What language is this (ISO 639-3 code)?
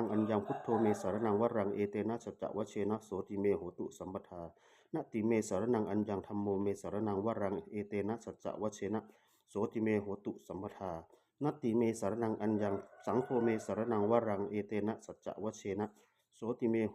pli